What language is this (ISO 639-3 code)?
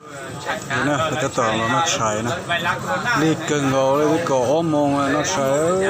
hmn